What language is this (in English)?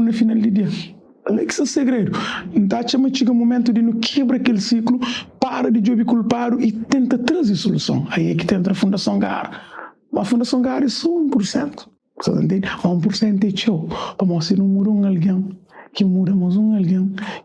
Kabuverdianu